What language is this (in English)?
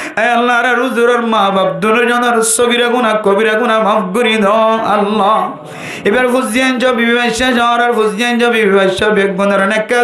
Rohingya